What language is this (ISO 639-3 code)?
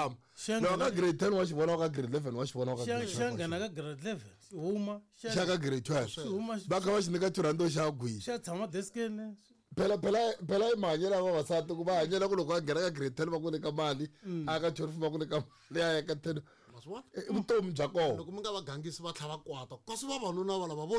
tso